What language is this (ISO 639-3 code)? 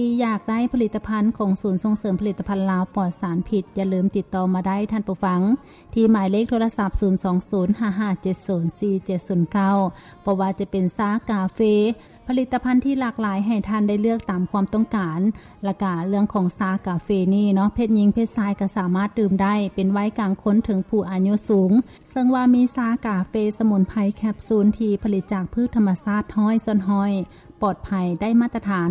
lao